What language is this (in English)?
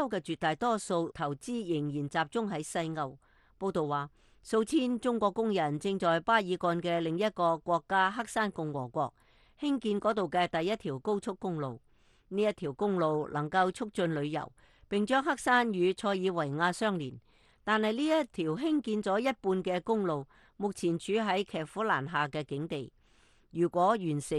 Cantonese